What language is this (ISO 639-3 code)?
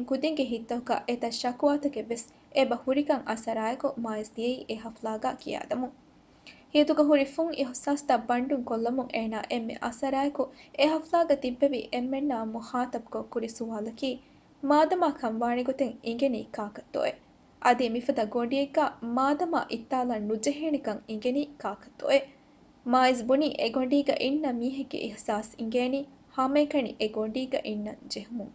div